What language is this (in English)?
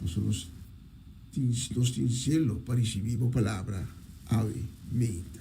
Papiamento